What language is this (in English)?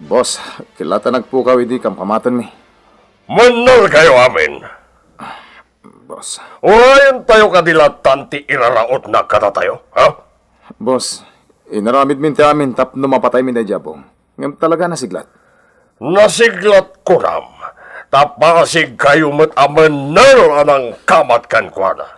Iloko